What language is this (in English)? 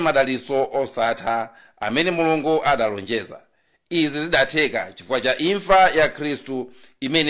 Nyanja